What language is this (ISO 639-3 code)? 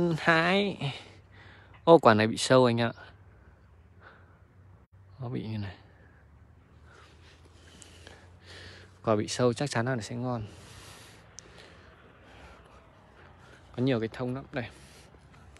vie